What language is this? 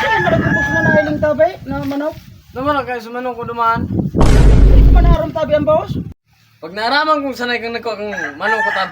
Bikol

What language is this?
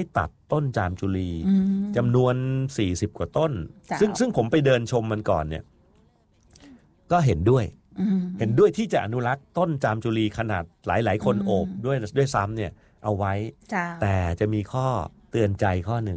Thai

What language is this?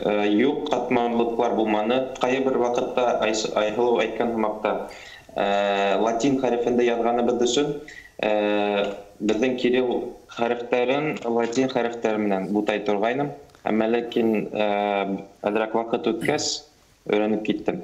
Bashkir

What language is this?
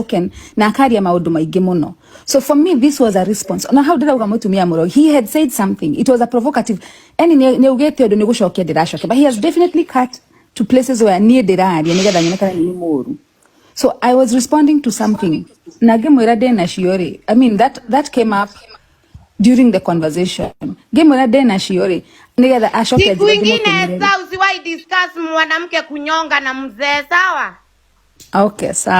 Kikuyu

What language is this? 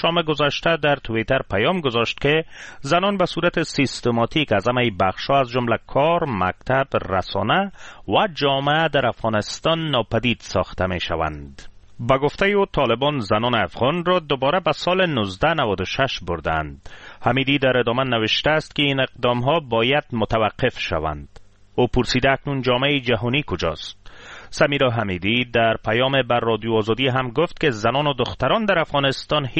Persian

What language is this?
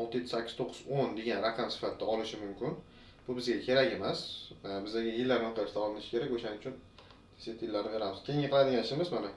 Uzbek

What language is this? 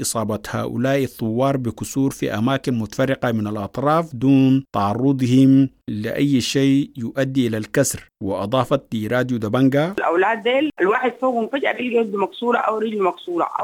Sudanese Arabic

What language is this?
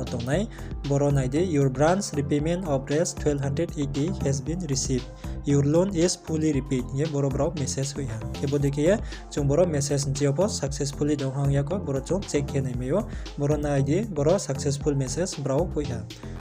Riang (India)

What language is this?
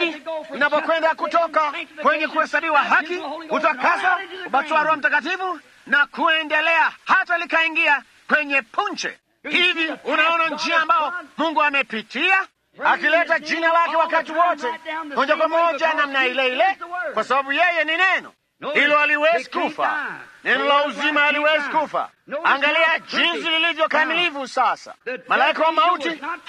Swahili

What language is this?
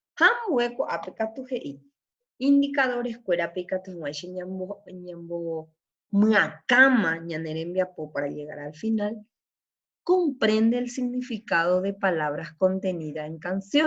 Guarani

